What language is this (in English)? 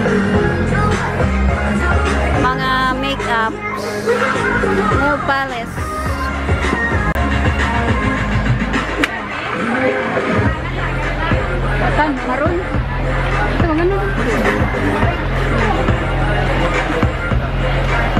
Filipino